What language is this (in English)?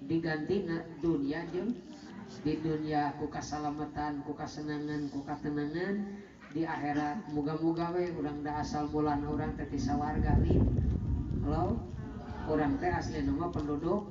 Sundanese